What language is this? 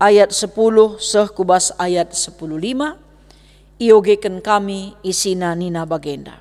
Batak Karo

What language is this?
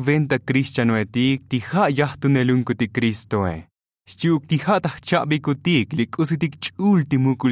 Tzotzil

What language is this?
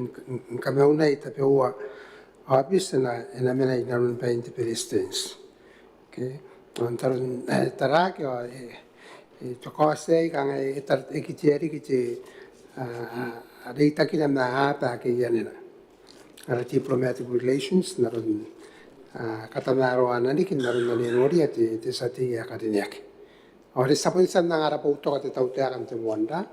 Gilbertese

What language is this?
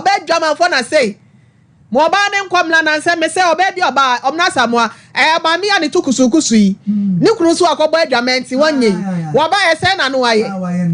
Akan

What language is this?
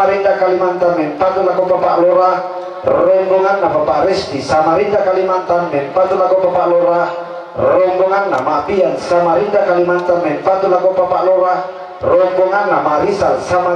Toraja-Sa'dan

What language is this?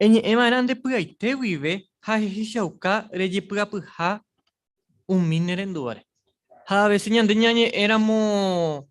Guarani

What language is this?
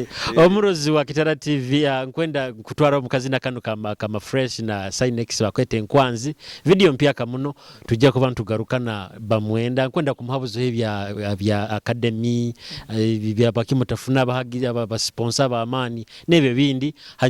Nyoro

